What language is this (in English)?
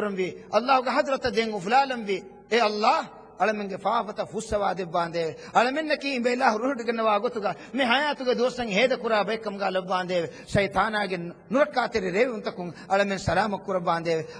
Divehi